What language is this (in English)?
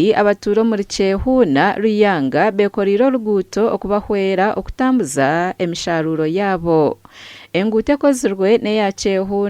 Nyankole